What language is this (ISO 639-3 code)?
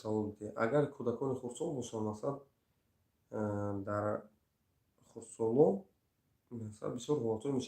tgk